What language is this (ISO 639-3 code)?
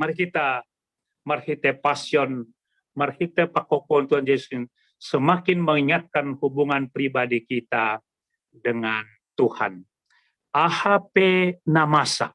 bts